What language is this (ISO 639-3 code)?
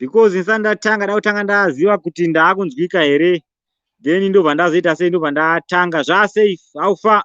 sna